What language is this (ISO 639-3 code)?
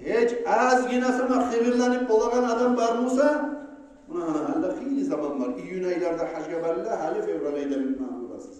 kum